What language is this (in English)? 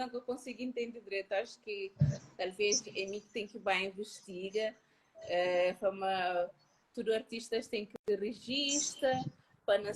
Kabuverdianu